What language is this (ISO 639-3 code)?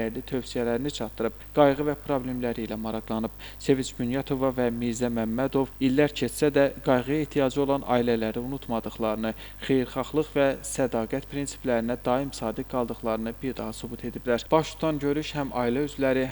aze